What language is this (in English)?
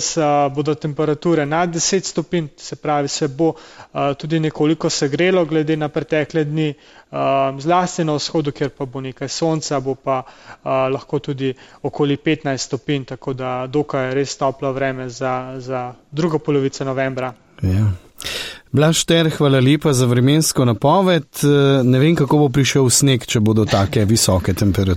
Slovenian